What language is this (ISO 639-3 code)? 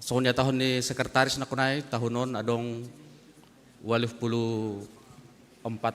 bts